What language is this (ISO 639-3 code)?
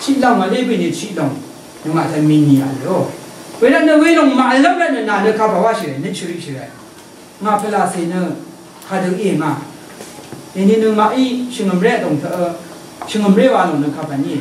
raw